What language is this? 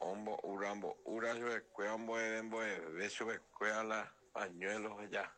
Guarani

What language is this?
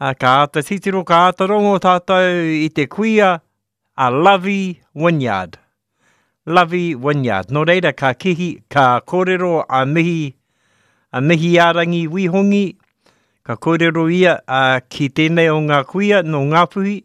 Māori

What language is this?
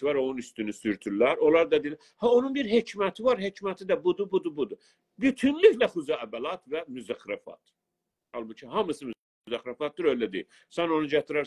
South Azerbaijani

